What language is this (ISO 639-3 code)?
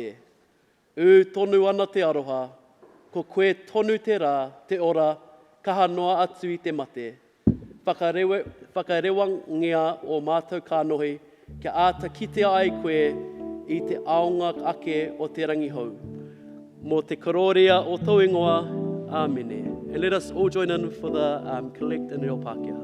mri